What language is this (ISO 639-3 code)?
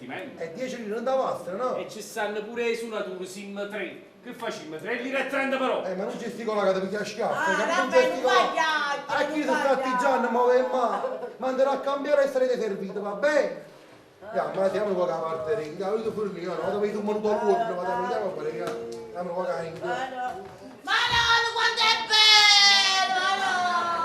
nap